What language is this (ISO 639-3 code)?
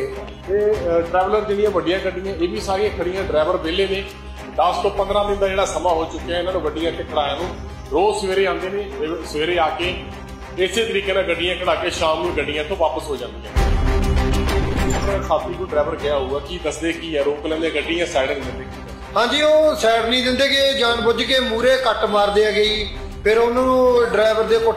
pan